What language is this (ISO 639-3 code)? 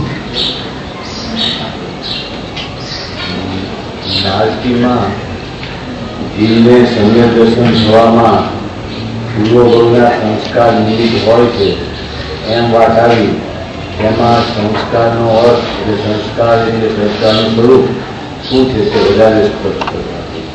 guj